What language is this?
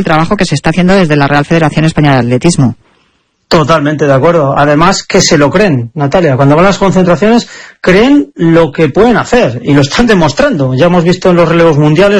Spanish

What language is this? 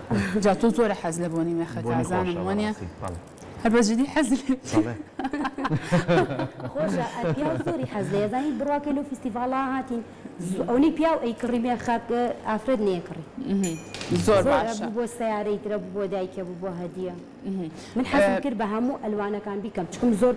Central Kurdish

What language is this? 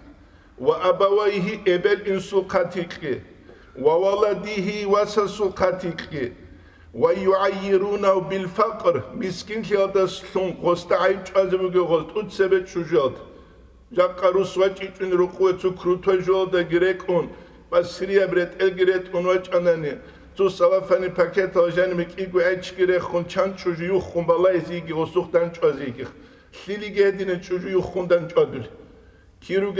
Avaric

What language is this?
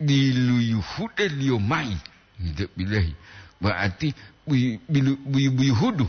Gorontalo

